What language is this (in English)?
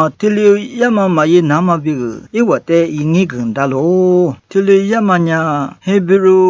Lisu